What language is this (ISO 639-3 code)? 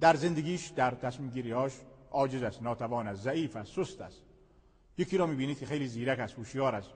fas